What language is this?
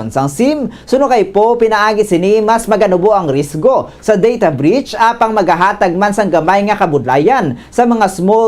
Hiligaynon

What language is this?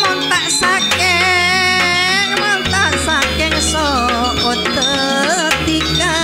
Madurese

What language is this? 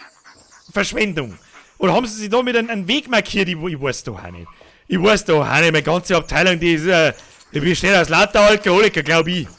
Bavarian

